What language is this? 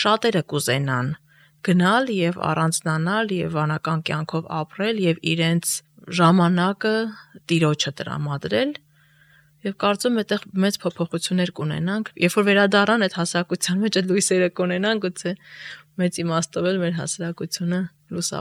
Armenian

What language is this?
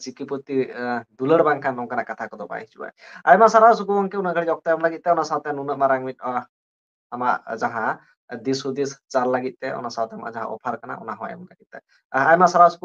Santali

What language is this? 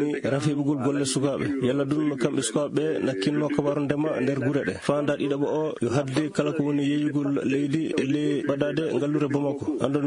Maasina Fulfulde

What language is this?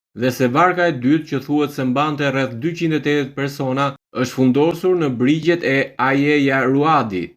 Albanian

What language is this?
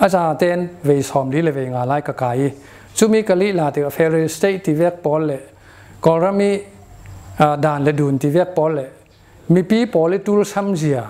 Falam Chin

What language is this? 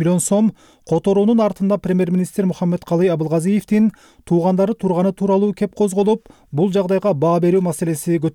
Kyrgyz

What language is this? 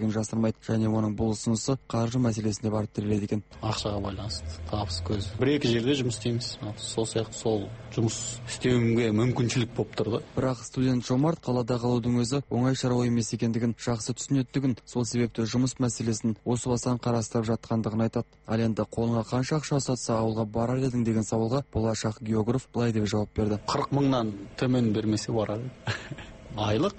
Kazakh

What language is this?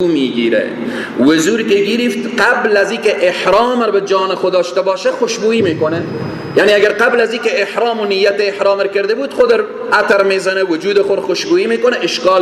Persian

